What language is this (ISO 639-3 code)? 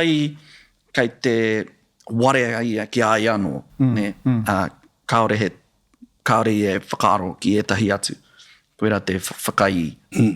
mri